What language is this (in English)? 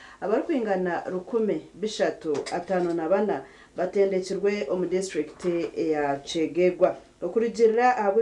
Nyankole